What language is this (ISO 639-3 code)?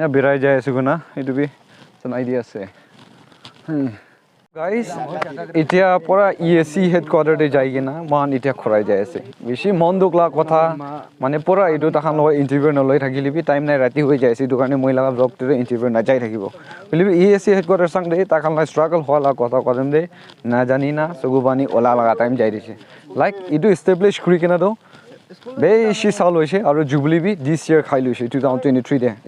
nag